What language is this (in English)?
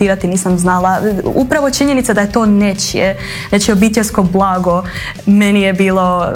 Croatian